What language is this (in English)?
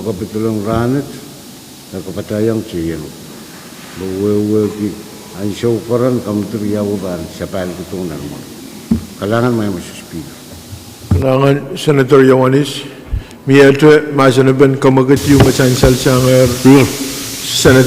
Pohnpeian